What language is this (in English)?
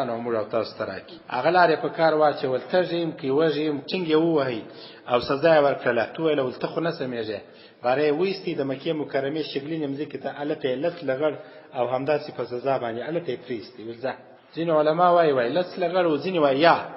Pashto